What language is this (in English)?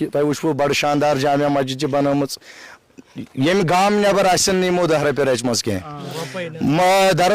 Kashmiri